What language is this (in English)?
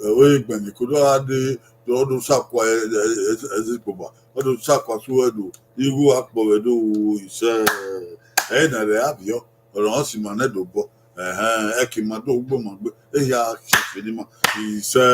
Bini